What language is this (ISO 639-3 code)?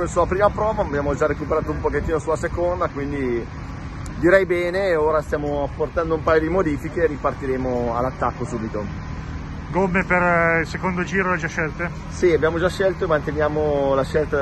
ita